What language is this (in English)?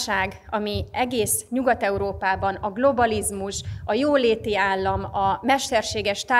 Hungarian